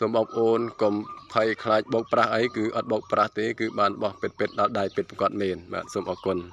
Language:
Khmer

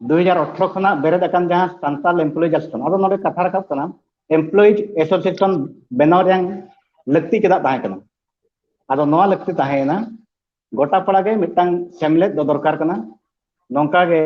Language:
Santali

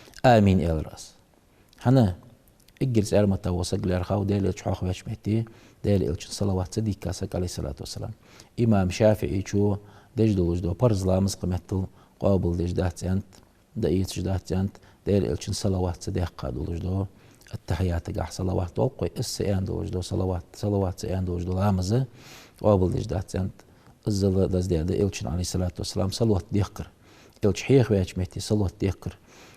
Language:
Ingush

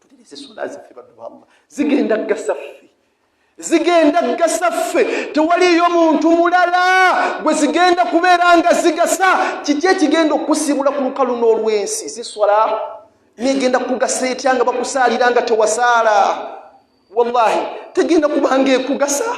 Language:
Ganda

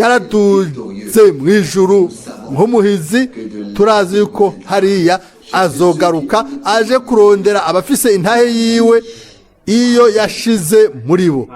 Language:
Rundi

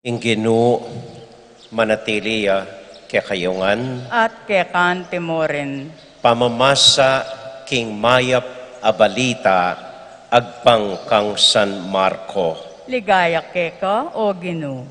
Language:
Pampanga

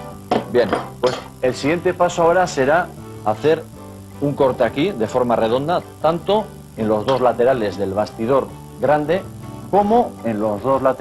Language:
Spanish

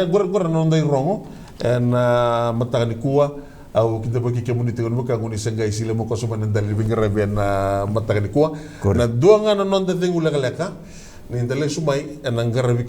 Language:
Fijian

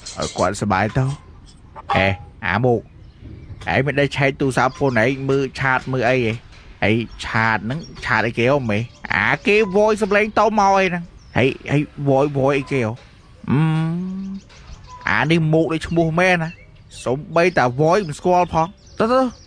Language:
Khmer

